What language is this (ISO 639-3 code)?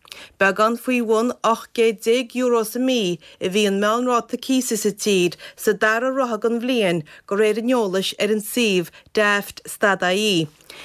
gle